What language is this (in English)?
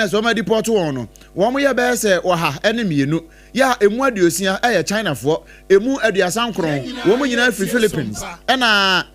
Akan